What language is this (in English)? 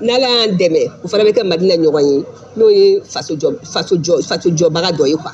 Bambara